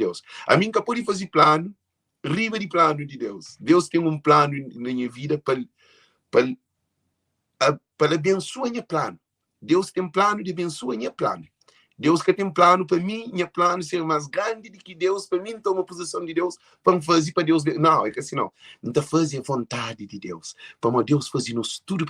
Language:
Kabuverdianu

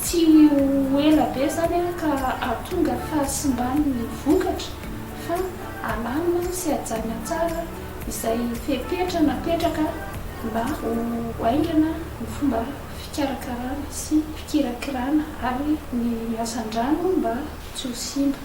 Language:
Malagasy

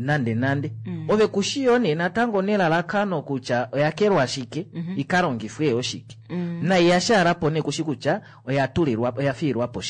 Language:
Kuanyama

